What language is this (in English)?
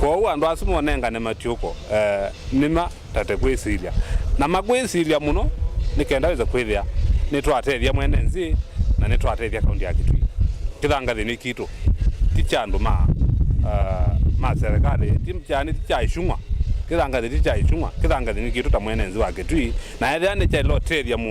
Kamba